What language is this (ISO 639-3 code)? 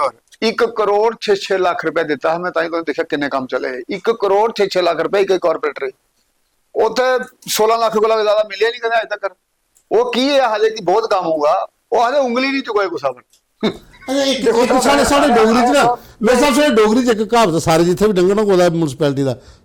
doi